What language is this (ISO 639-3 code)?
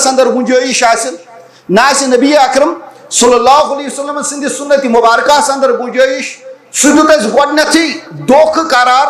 kas